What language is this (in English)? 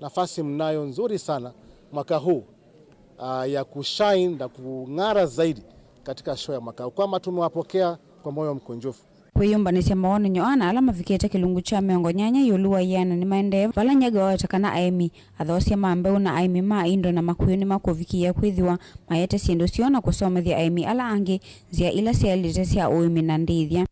Kamba